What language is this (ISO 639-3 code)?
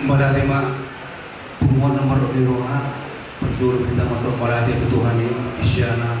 bbc